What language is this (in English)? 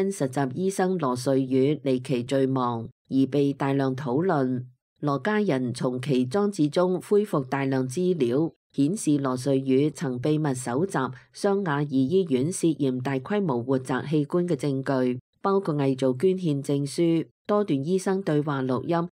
Cantonese